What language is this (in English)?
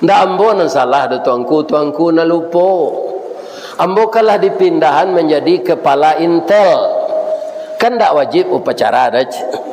Minangkabau